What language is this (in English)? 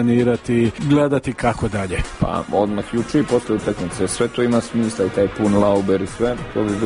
Serbian